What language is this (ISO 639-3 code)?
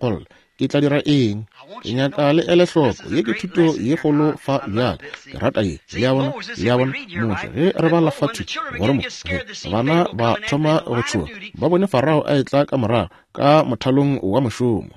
nso